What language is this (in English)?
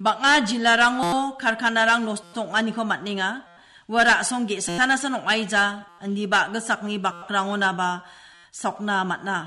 Garo